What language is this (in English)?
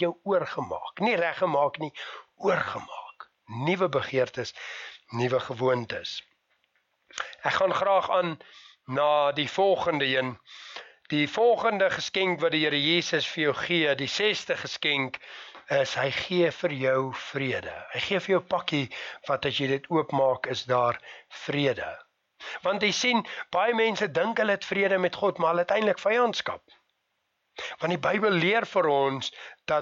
Afrikaans